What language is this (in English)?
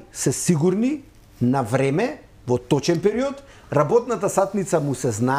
Macedonian